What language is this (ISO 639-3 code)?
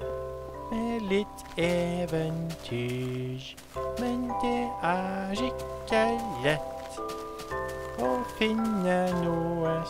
nor